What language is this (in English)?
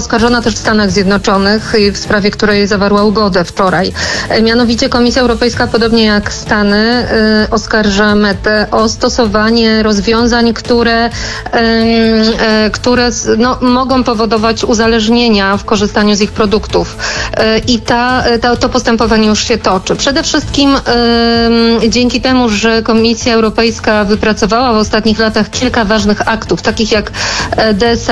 Polish